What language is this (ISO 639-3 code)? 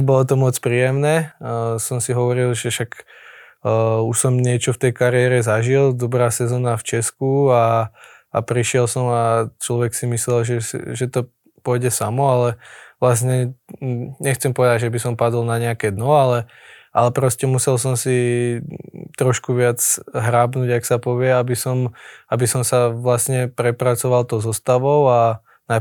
slk